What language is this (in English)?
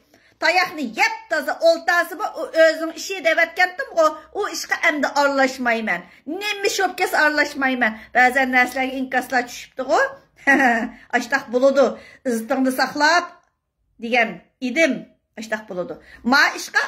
Uyghur